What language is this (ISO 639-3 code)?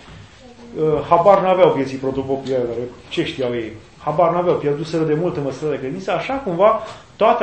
ron